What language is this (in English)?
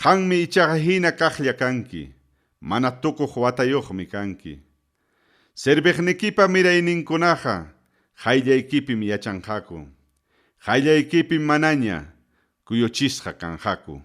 Ayacucho Quechua